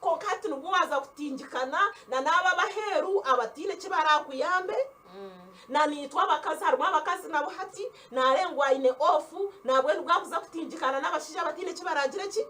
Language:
Nyankole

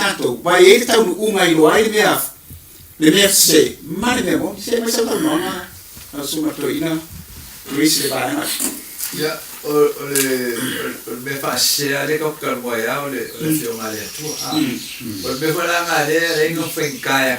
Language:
Samoan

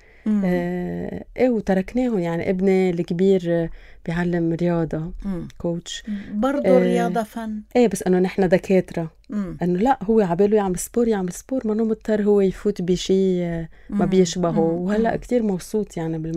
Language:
North Levantine Arabic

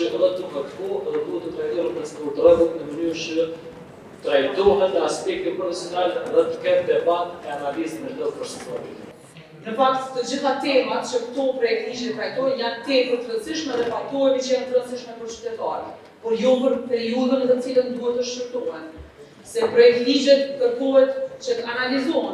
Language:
Albanian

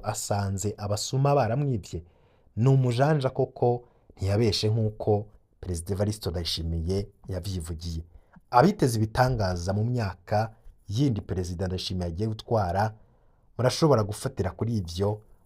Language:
Rundi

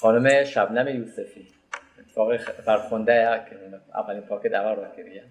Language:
Kurdish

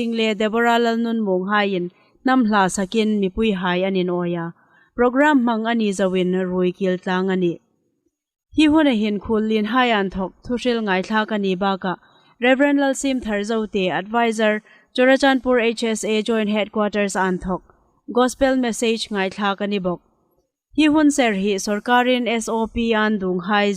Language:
Hmar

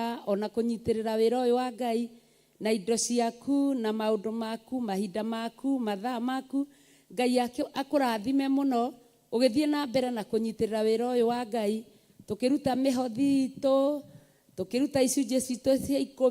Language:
Kikuyu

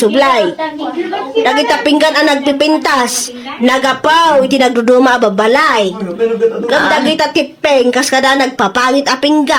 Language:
Iloko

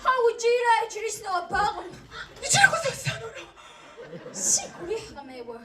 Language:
Kabardian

